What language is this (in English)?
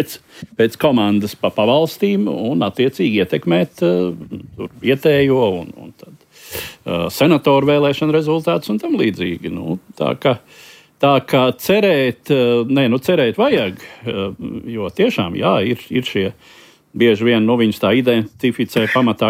Latvian